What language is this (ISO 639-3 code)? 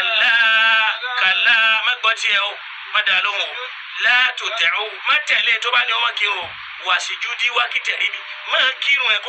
yor